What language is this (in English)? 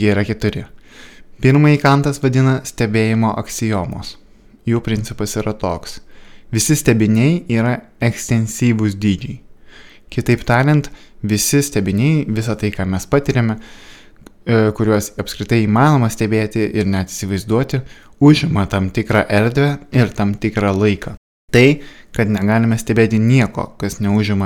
Lithuanian